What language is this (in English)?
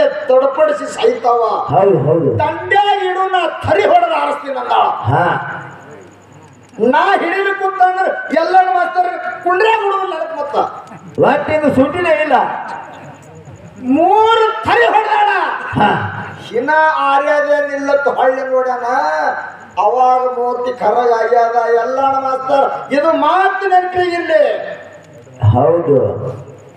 Kannada